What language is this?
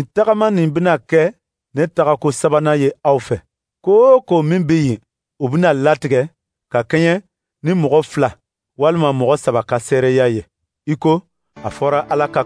Dyula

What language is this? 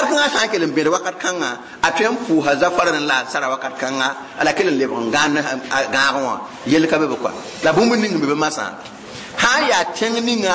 Mossi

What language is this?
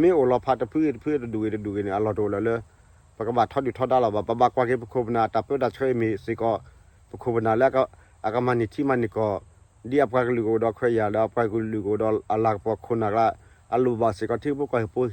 S'gaw Karen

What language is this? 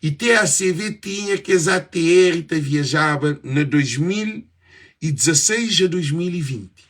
Kabuverdianu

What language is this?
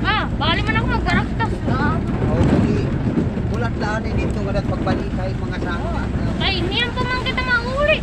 Waray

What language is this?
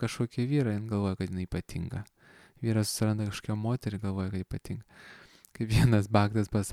Lithuanian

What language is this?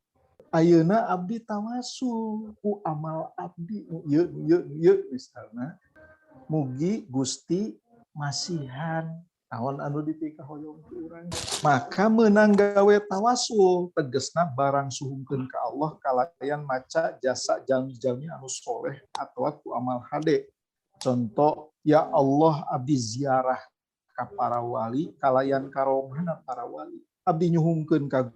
Sundanese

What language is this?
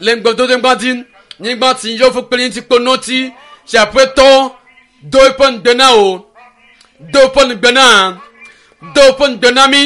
Ewe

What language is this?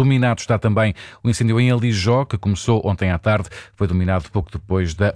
Portuguese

